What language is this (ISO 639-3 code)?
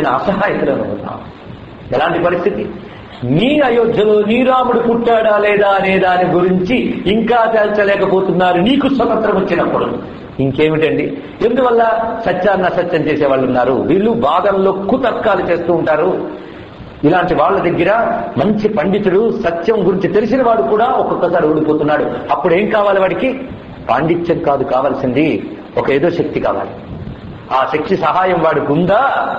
tel